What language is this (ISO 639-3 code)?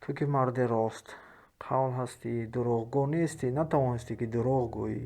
tgk